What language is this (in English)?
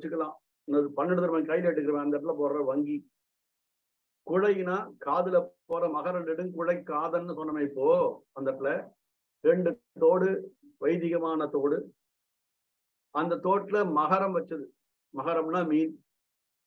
Tamil